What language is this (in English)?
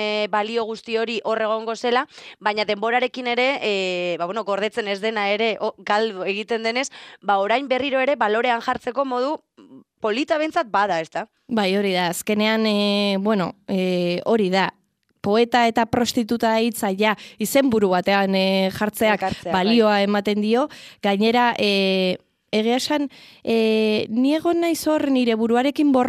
Basque